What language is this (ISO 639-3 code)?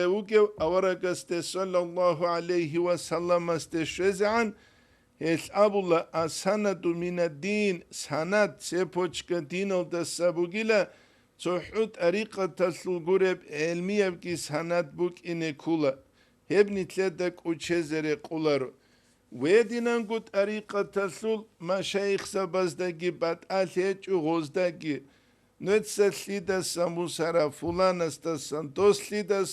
ava